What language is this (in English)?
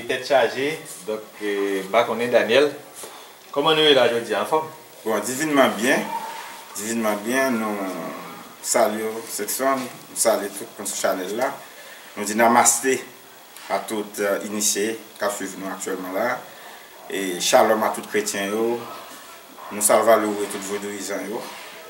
Haitian Creole